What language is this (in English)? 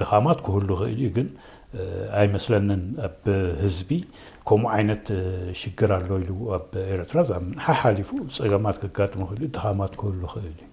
Tigrinya